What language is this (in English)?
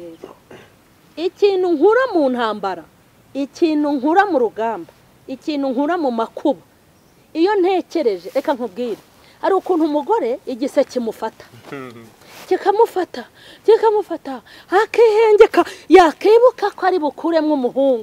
Kinyarwanda